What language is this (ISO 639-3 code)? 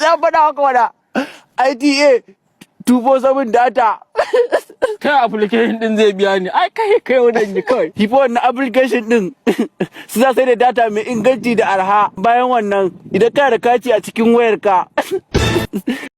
hau